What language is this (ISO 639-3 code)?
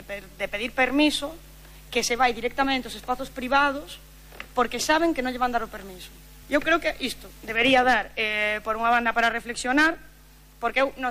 glg